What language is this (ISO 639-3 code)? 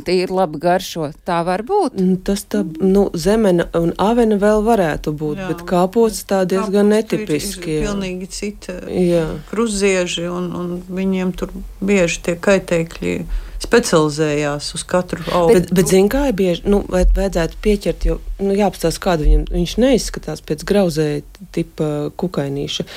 lav